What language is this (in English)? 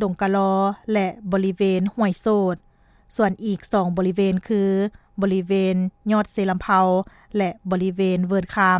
Lao